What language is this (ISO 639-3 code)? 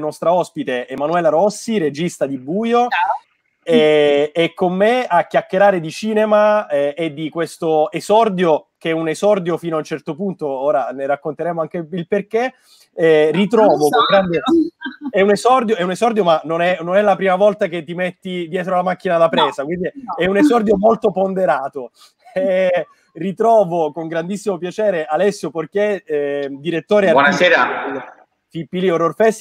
ita